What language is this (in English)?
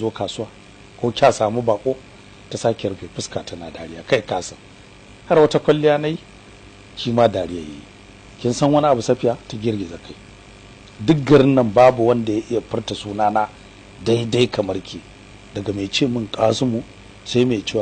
Hausa